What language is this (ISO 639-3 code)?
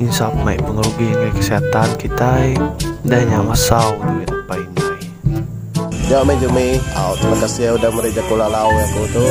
iba